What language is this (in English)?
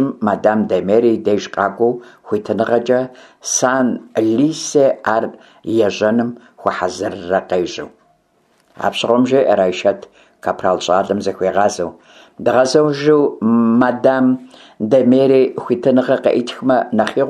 Kabardian